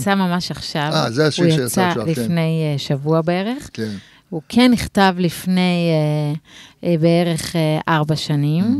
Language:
Hebrew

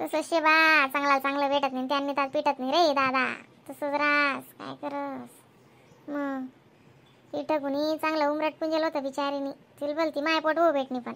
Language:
Khandesi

